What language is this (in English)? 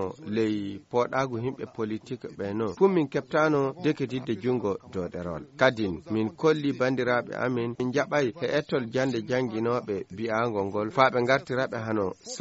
Fula